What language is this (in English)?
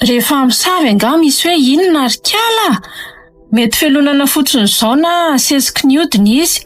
Malagasy